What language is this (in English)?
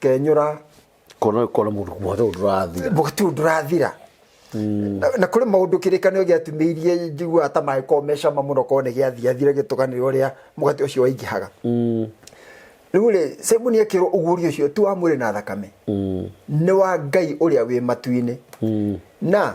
Kikuyu